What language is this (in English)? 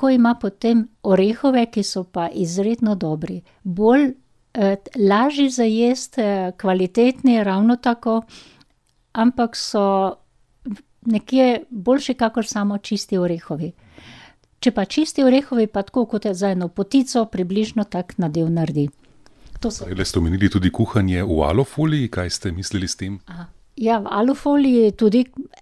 Slovenian